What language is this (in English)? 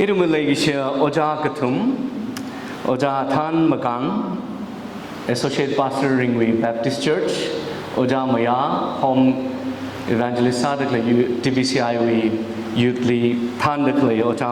Tangkhul Naga (India)